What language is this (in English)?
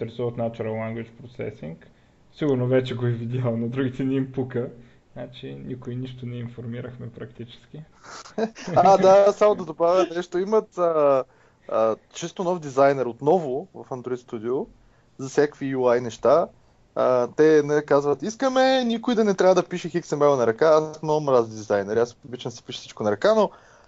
Bulgarian